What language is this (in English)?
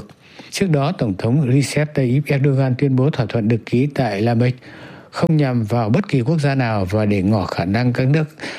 Vietnamese